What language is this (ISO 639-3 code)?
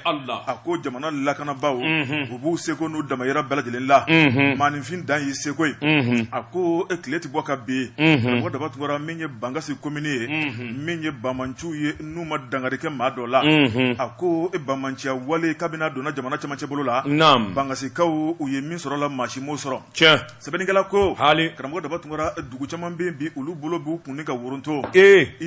bam